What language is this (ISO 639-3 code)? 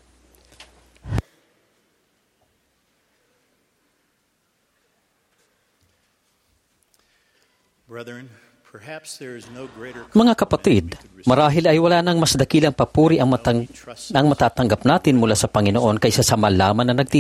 fil